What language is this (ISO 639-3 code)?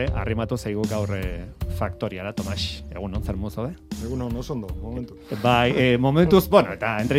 eus